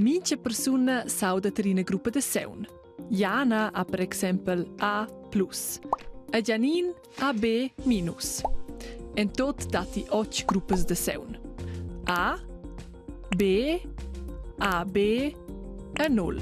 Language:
Romansh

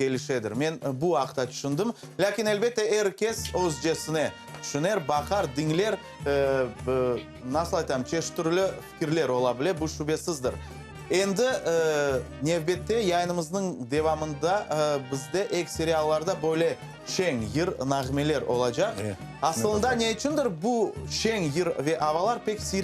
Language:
Crimean Tatar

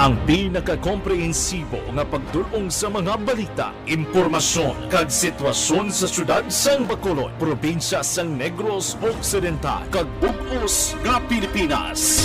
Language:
Hiligaynon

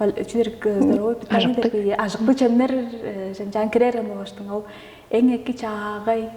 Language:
Tuvinian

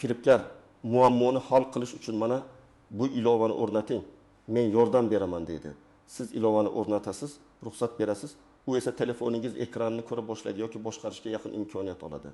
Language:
Uzbek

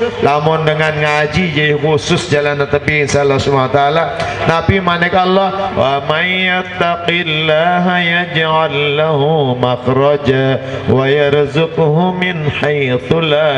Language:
Sasak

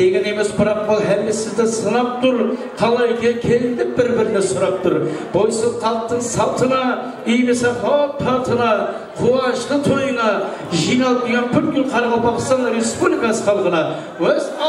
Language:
Kara-Kalpak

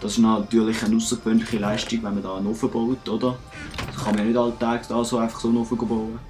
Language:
Swiss German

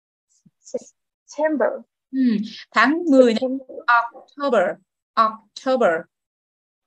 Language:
Vietnamese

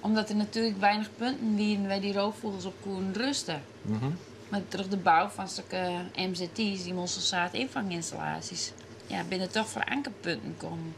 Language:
Western Frisian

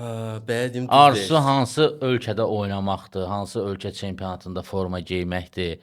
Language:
Azerbaijani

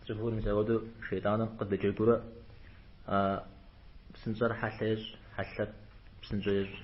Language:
Kabardian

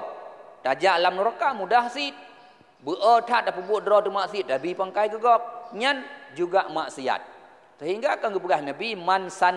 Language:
Achinese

